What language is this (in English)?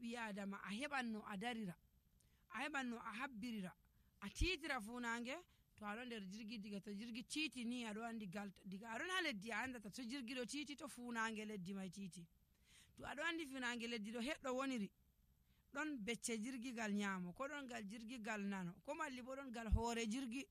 Nigerian Fulfulde